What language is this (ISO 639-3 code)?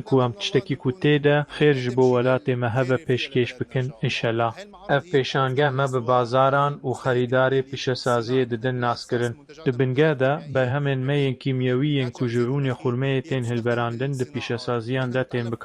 kur